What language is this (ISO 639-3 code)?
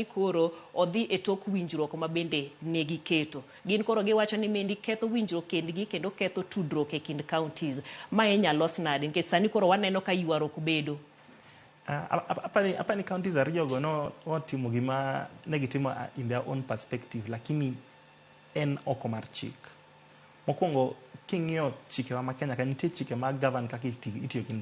luo